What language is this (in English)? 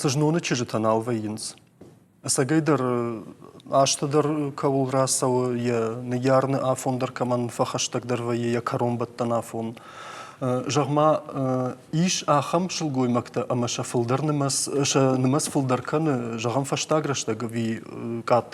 Ossetic